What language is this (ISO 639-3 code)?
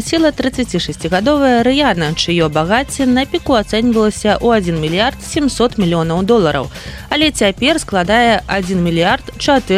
bel